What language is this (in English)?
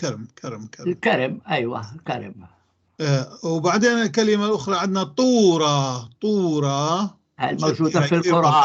North Levantine Arabic